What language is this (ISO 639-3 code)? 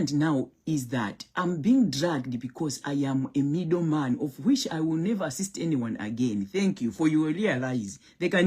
nya